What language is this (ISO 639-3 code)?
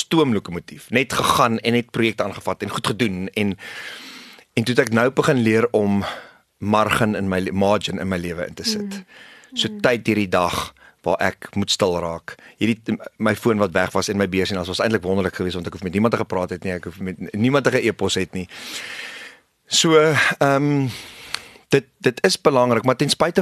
afr